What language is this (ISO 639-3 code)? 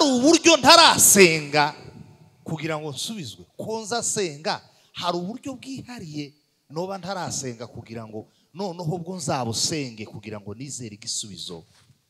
kin